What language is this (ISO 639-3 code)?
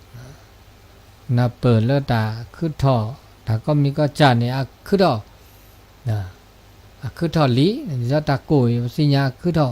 ksw